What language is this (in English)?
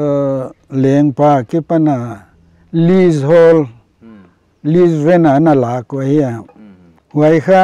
Paite Chin